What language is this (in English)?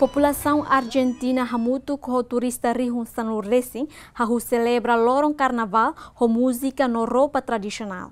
Tetum